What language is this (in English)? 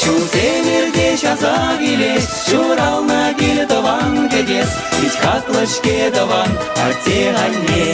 Chuvash